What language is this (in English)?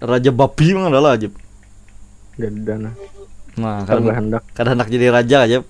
Banjar